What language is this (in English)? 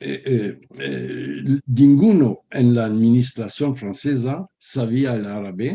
Ladino